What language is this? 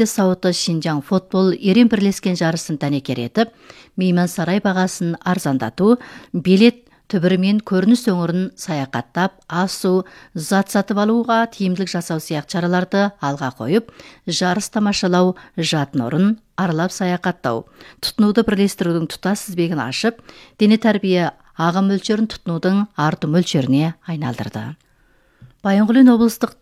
Kazakh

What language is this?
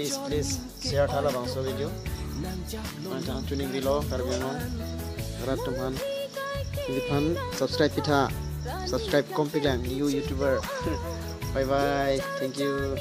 Karbi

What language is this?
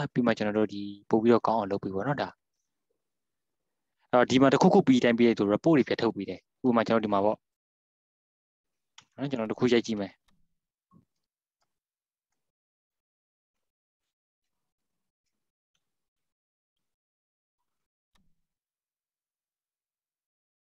Burmese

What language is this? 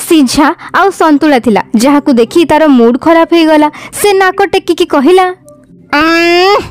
Odia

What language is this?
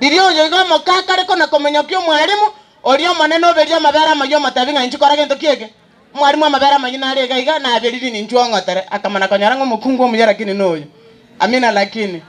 Gusii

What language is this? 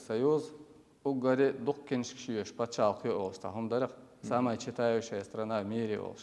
Chechen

